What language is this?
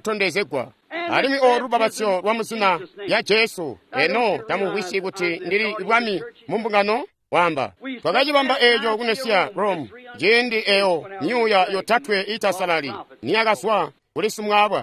Tonga (Zambia)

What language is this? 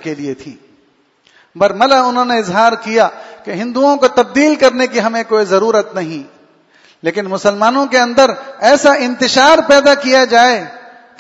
Urdu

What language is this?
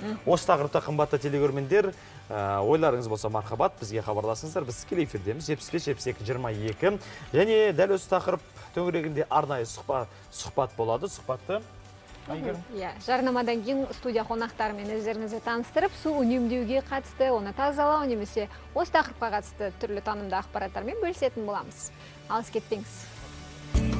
Kazakh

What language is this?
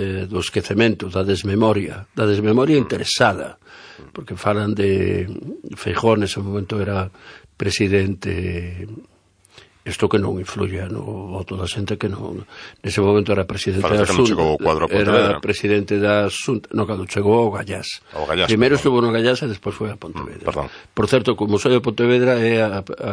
Galician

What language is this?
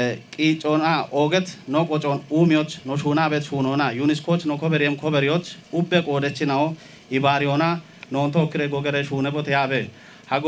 Kafa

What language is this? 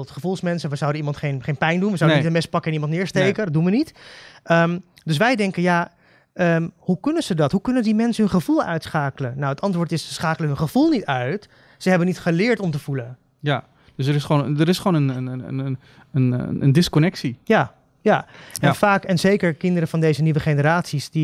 Dutch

